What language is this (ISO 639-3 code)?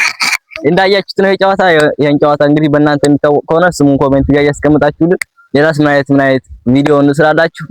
amh